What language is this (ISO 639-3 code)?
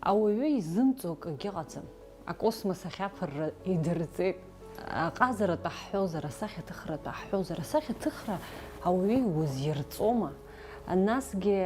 abk